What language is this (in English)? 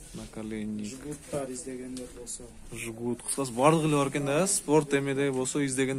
Kyrgyz